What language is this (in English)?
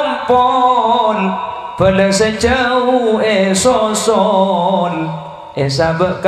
Madurese